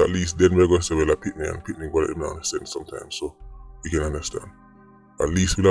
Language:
Jamaican Creole English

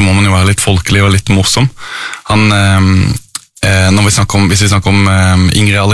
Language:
Norwegian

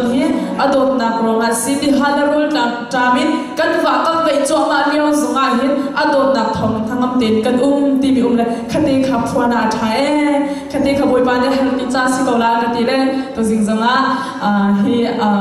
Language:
Hakha Chin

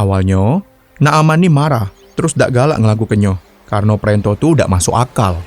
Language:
Musi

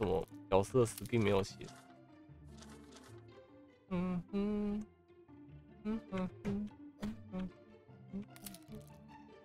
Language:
Chinese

